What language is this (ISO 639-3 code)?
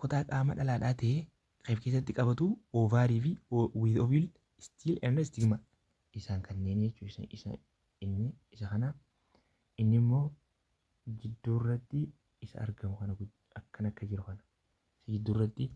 orm